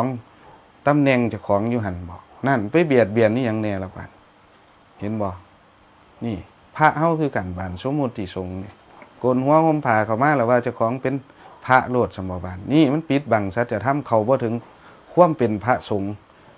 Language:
Northeastern Thai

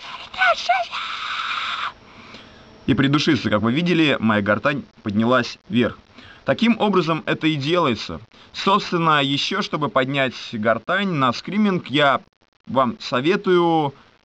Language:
Russian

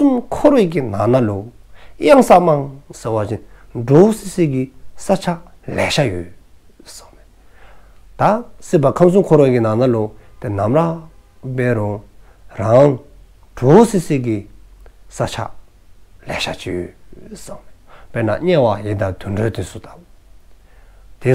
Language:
Dzongkha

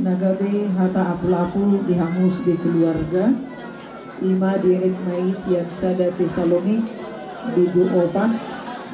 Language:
Batak Toba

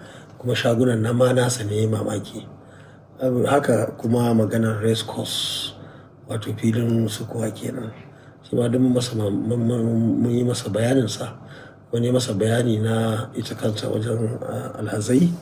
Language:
Hausa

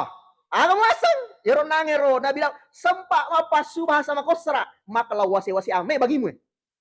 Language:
Buginese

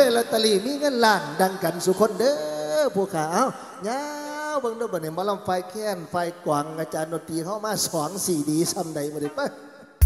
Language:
Northeastern Thai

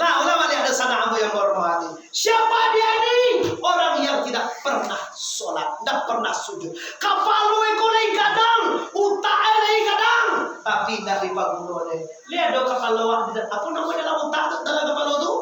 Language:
Minangkabau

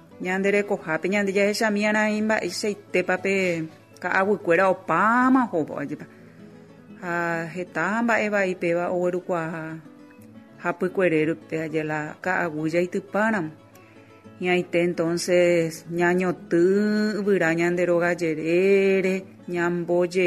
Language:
Guarani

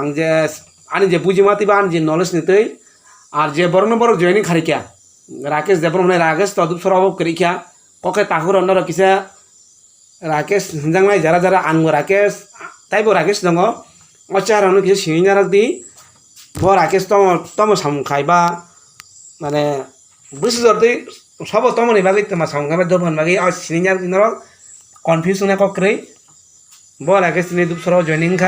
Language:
Kok Borok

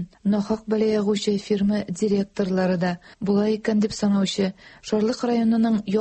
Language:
Tatar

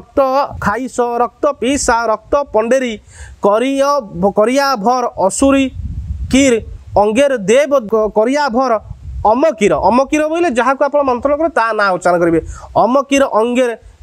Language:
Odia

